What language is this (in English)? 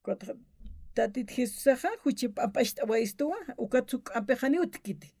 Aymara